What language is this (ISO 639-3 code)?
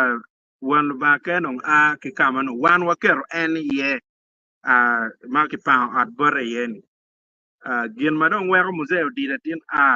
ach